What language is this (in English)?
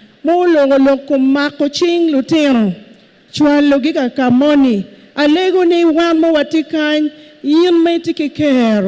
Acoli